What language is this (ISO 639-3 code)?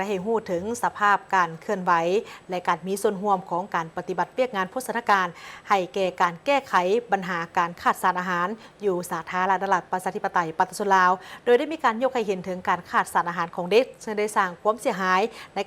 lao